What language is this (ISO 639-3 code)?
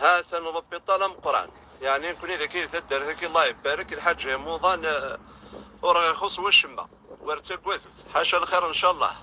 kab